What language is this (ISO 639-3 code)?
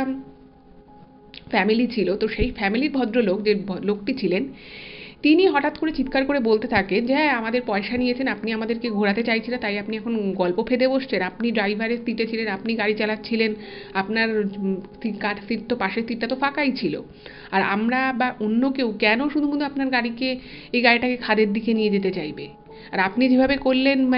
ben